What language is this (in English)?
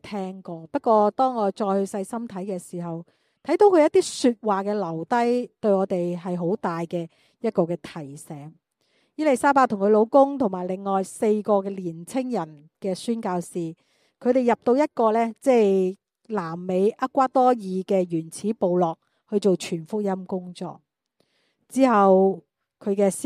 Cantonese